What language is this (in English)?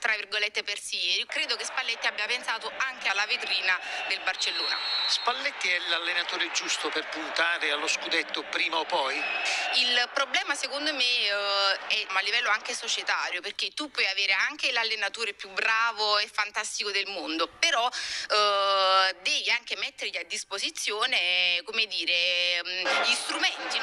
Italian